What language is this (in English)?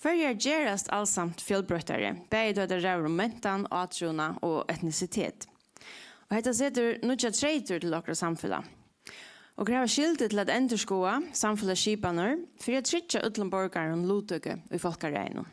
Faroese